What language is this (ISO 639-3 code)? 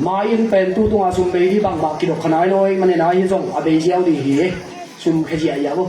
ctd